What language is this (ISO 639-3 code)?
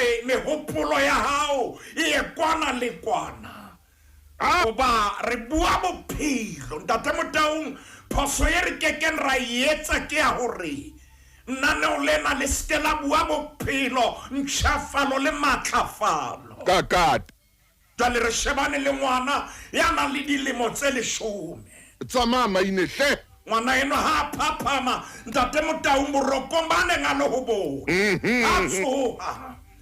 sot